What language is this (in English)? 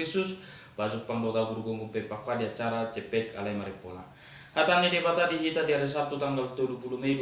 Batak Toba